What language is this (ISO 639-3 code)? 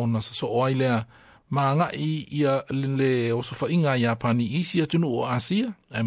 smo